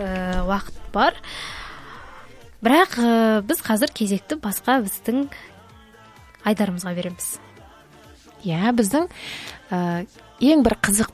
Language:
Kazakh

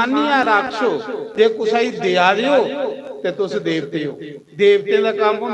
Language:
Dogri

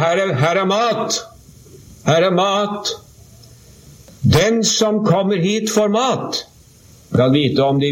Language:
Norwegian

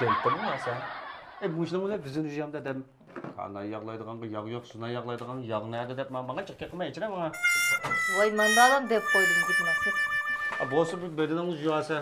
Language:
Uyghur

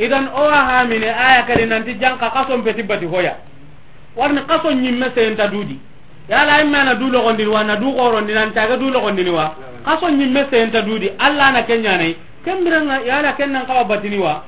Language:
Soninke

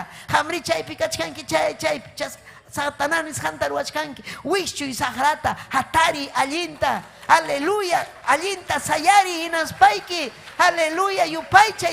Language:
Ayacucho Quechua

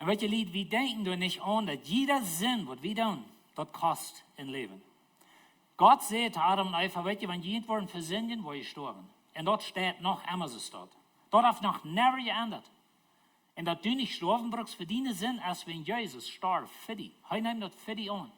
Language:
Plautdietsch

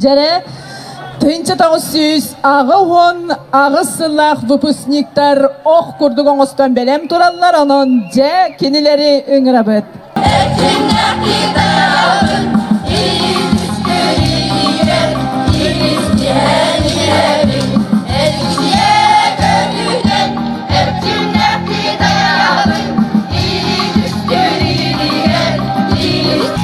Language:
Yakut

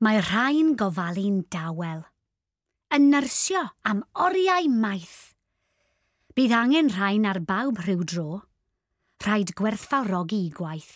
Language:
Welsh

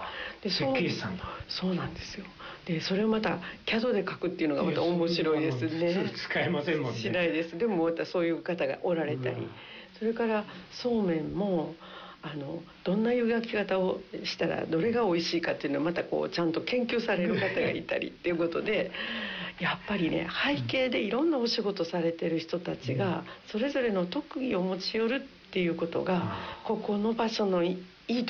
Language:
Japanese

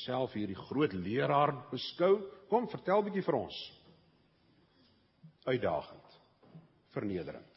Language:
Afrikaans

